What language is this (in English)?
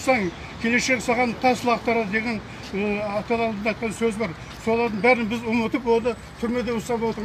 Kazakh